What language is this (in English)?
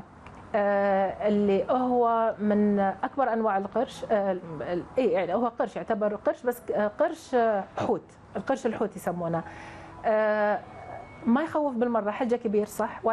Gulf Arabic